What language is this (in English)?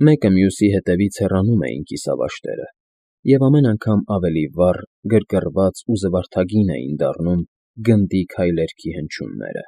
Armenian